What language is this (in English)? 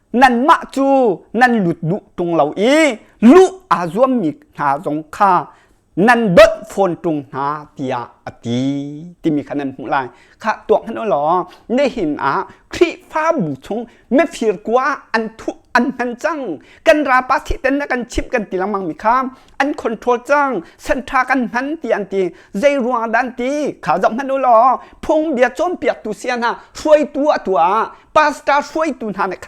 Hakha Chin